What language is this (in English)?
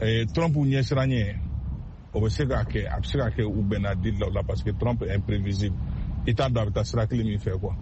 Bambara